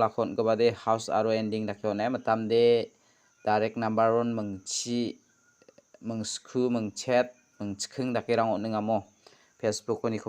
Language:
Garo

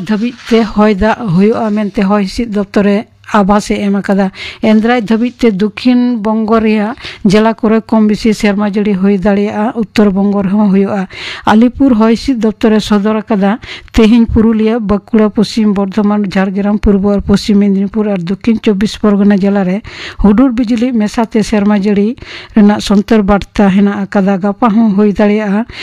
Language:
Santali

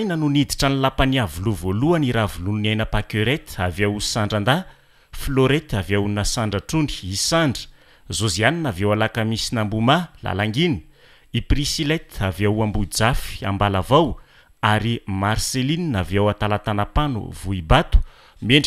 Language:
Malagasy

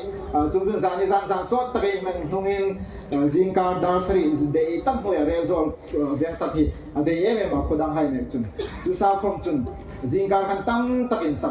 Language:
Hmar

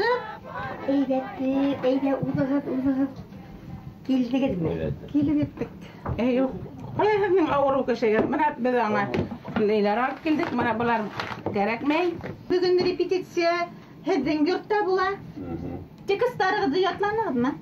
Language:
Bashkir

